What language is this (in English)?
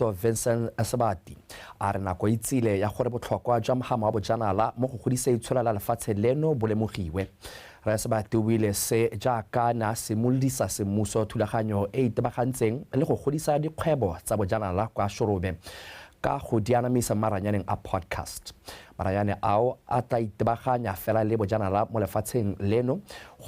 Tswana